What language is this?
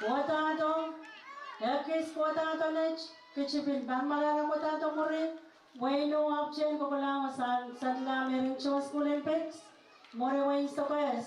Pohnpeian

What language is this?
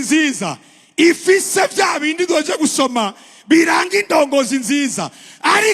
Rundi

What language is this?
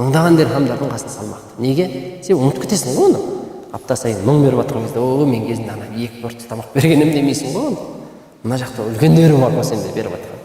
Kazakh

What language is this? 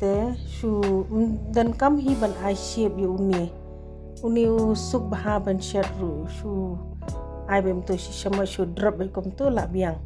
Khasi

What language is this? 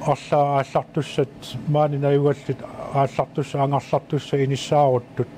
Kalaallisut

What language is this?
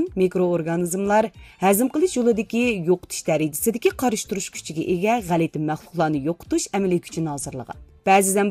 Uyghur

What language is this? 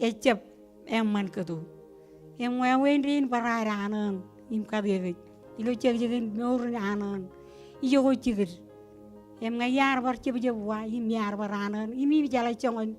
Marshallese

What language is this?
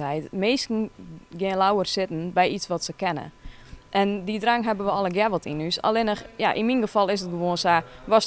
Western Frisian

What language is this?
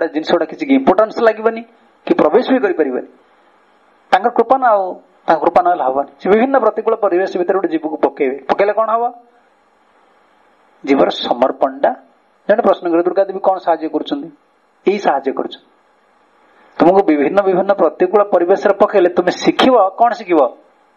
Odia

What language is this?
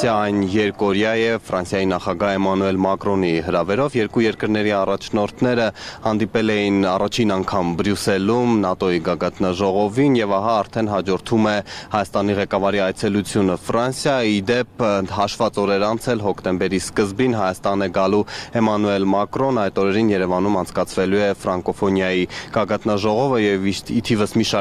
Armenian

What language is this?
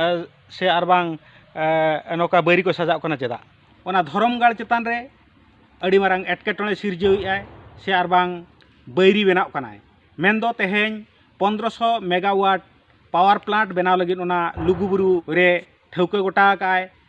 Santali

